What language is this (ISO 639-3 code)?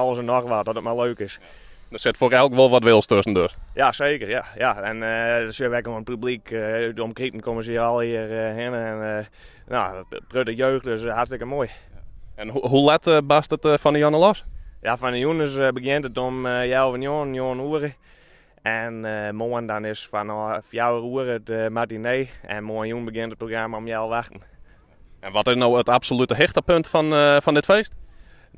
fry